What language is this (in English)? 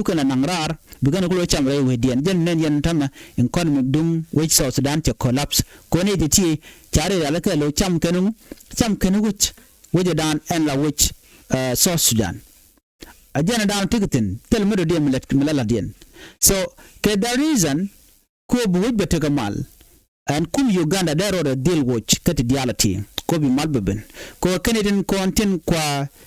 Nuer